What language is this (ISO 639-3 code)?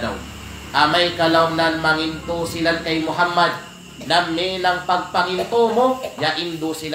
kqe